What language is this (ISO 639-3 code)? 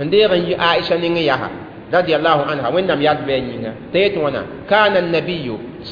mos